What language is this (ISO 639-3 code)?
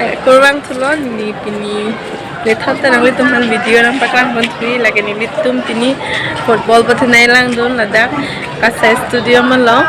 mjw